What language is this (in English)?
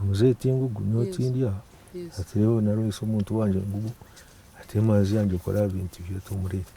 Nyankole